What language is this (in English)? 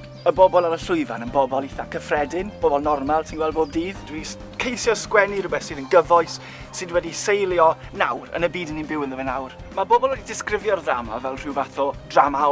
Welsh